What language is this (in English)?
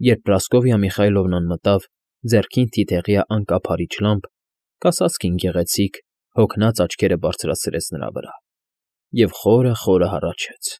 Armenian